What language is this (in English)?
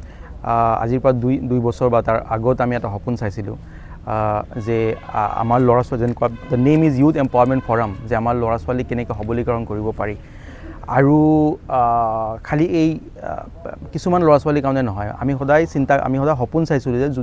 Assamese